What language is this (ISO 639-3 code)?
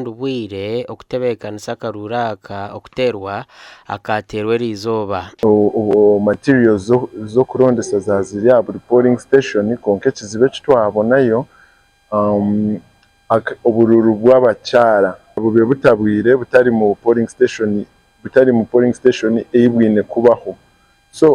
nyn